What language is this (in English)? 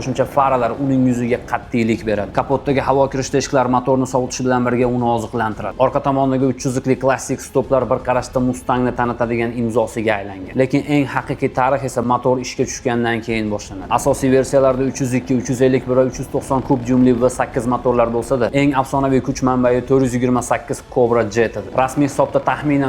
Uzbek